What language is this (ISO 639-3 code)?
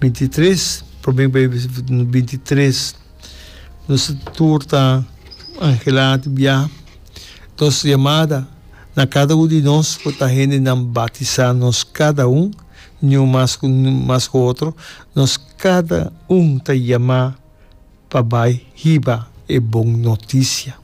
pap